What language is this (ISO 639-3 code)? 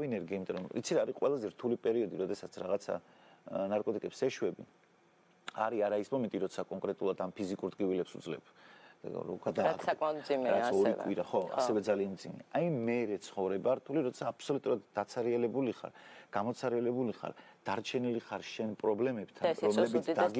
kat